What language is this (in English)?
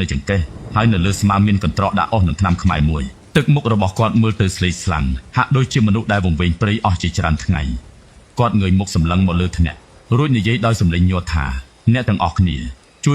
Khmer